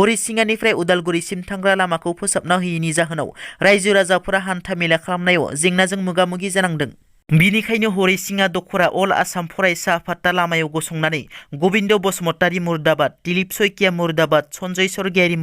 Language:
Bodo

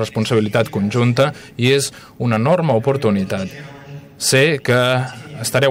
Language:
Catalan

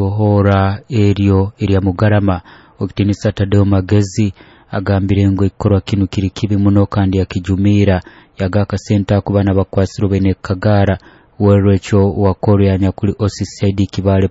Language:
Nyoro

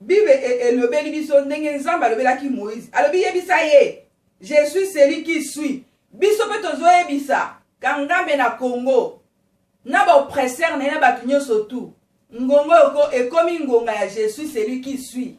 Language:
Lingala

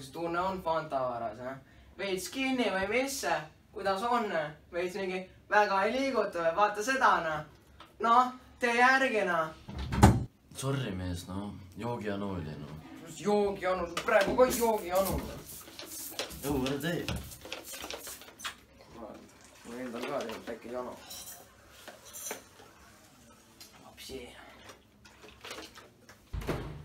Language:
Estonian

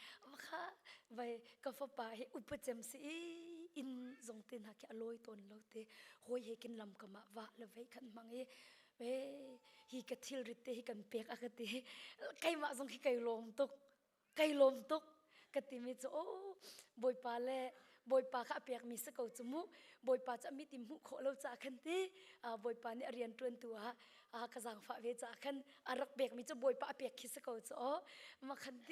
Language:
Hakha Chin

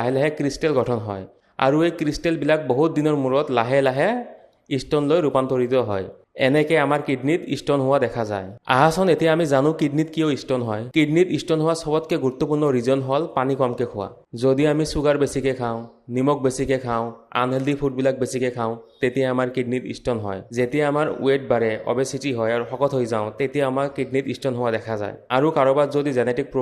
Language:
Assamese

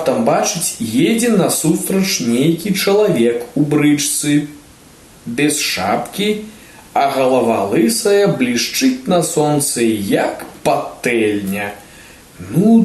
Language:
Belarusian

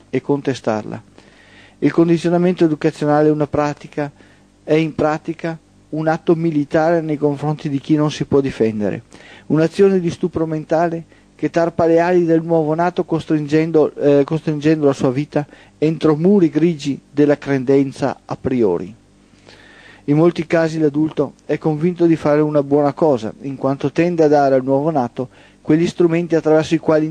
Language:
Italian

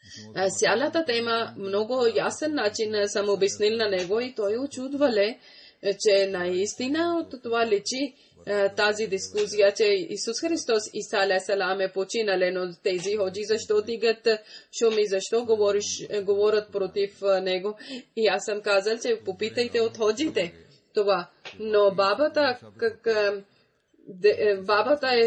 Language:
Bulgarian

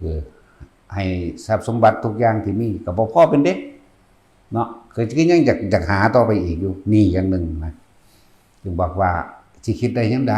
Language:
Northeastern Thai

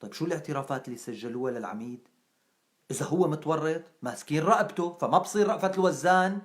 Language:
North Levantine Arabic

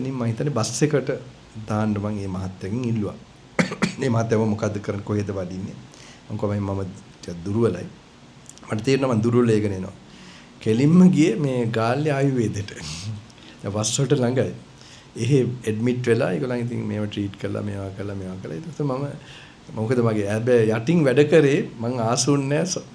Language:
Sinhala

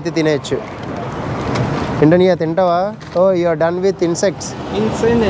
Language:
Telugu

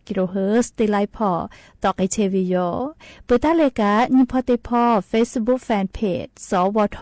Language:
Lahu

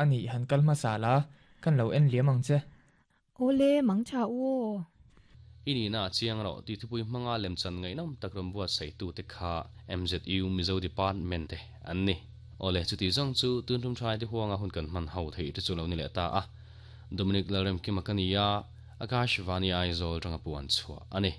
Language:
Mizo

